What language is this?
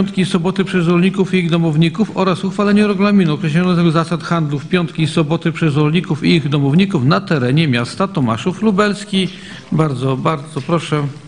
Polish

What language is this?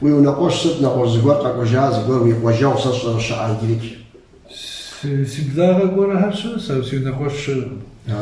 Kabardian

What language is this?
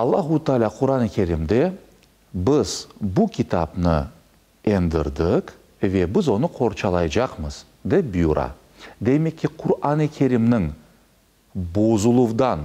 Crimean Tatar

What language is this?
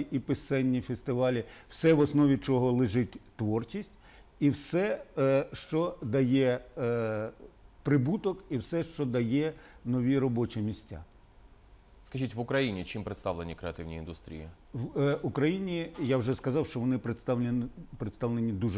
Ukrainian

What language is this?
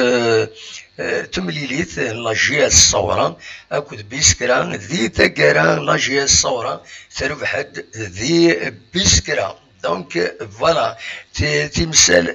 Kabyle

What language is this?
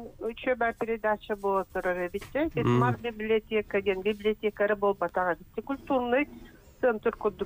Yakut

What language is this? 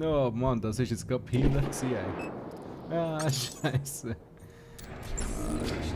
Swiss German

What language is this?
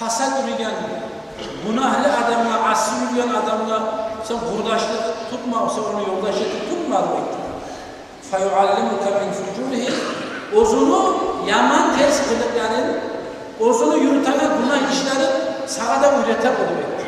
Kumyk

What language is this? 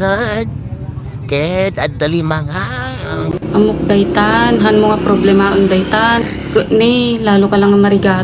Iloko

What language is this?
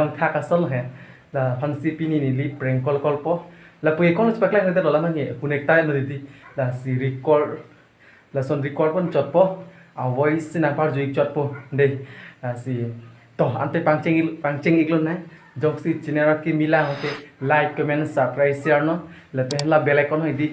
Karbi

